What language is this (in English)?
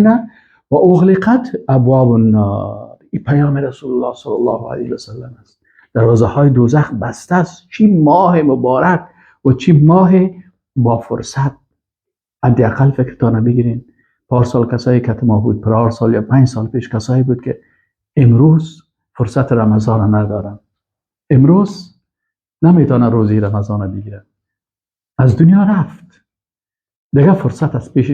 Persian